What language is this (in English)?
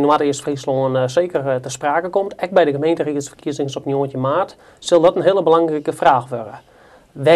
Western Frisian